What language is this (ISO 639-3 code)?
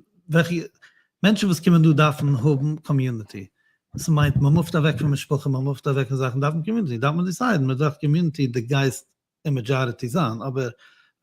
yid